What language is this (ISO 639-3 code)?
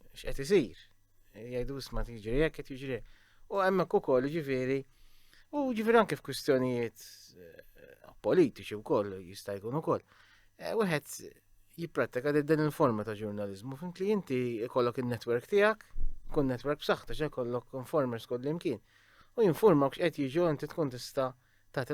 mlt